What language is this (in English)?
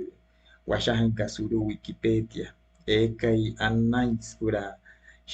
Wayuu